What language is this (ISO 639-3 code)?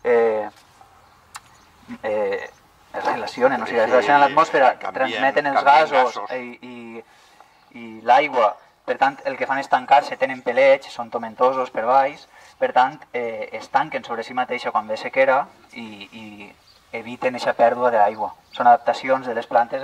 cat